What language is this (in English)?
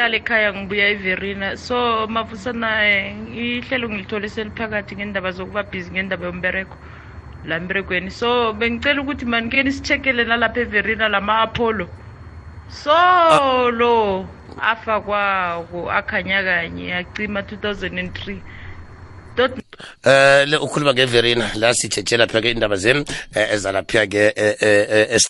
South Ndebele